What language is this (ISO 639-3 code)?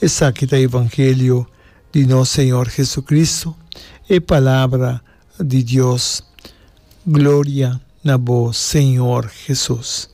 pap